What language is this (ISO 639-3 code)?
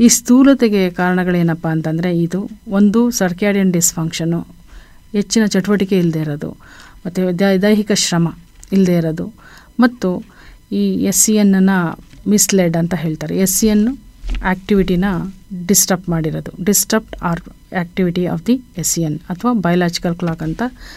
kan